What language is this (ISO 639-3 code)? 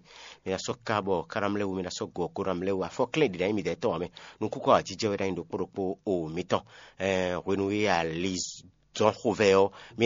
fon